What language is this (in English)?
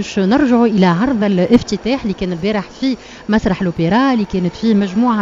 Tunisian Arabic